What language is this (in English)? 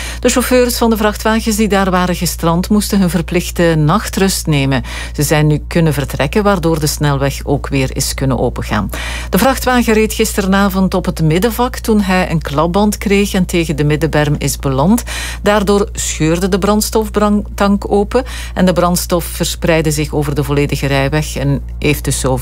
Dutch